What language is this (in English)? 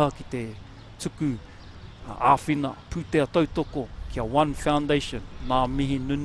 Māori